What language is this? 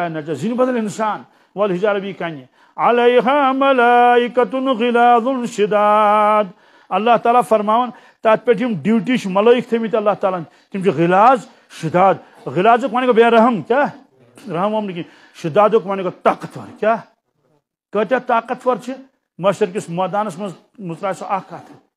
Kashmiri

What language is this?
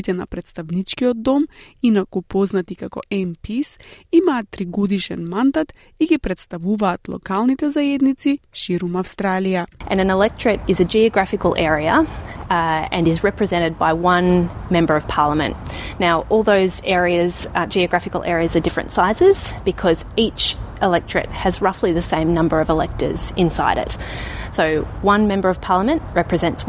Macedonian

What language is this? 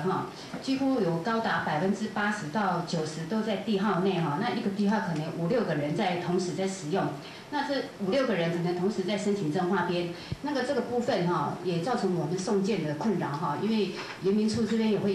Chinese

